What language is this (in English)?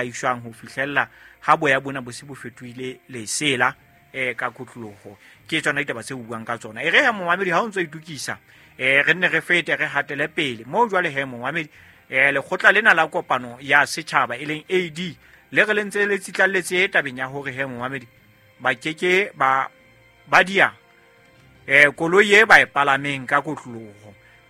Southern Sotho